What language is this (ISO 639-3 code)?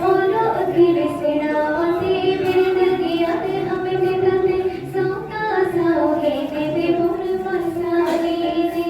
sat